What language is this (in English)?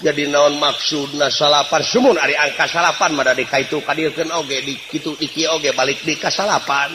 Sundanese